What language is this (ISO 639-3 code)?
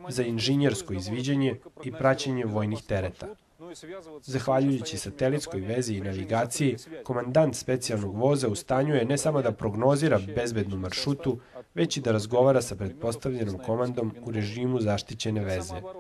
srp